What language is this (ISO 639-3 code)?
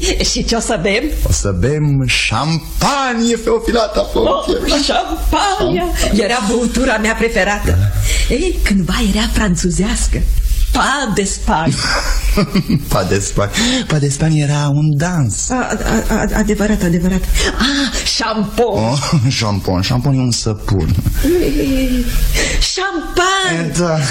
ron